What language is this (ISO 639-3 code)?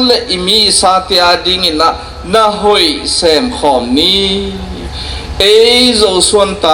ctd